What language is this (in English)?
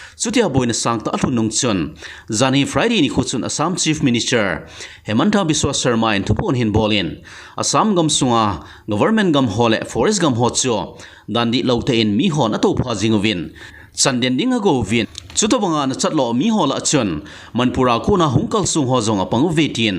Thado Chin